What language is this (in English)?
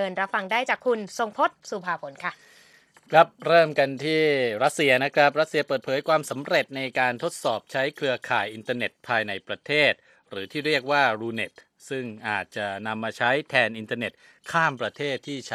Thai